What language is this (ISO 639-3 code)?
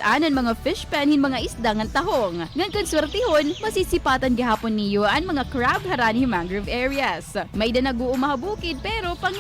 war